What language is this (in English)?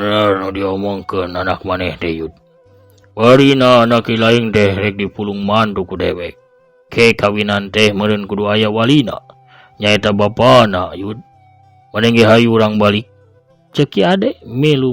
Sundanese